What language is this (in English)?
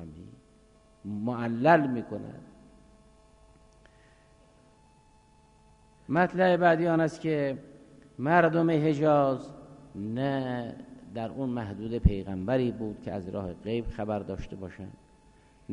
Persian